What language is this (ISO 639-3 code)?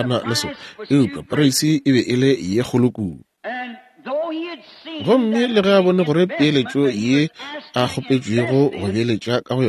nso